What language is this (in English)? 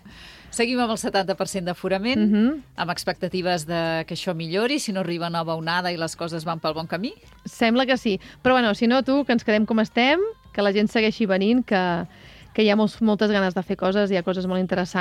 Catalan